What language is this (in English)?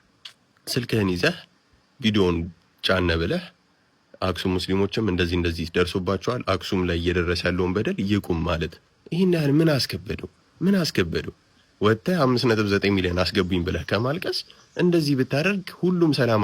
Amharic